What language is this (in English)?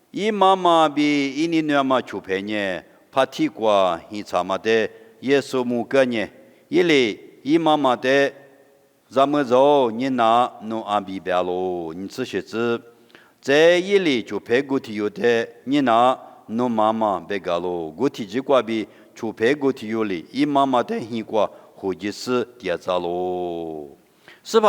Lisu